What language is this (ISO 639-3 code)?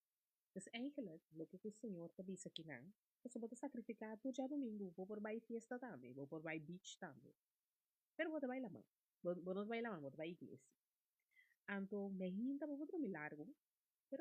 pap